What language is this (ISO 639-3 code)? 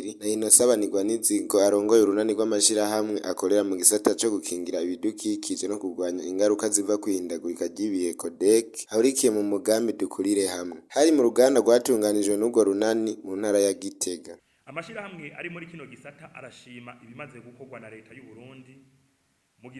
run